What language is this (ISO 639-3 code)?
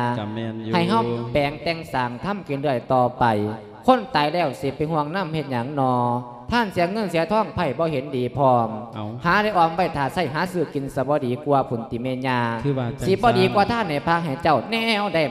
lao